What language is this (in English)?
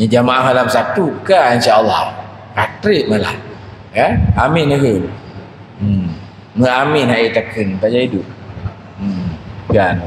Achinese